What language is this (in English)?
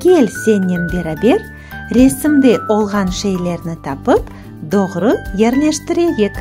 Crimean Tatar